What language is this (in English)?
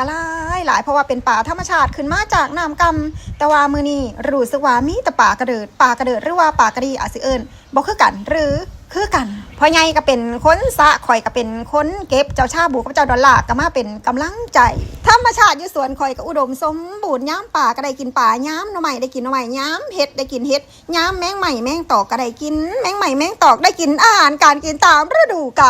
Northeastern Thai